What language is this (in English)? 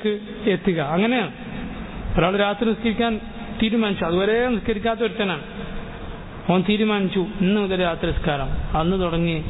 Malayalam